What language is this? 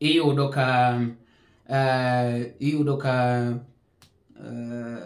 Luo (Kenya and Tanzania)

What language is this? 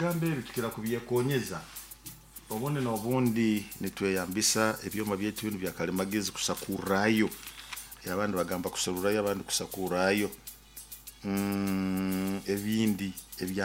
Nyoro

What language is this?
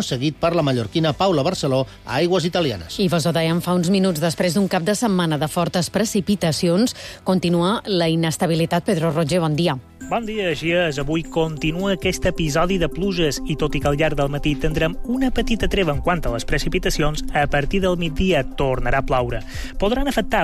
Catalan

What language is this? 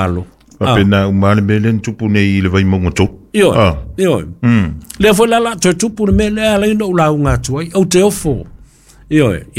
Samoan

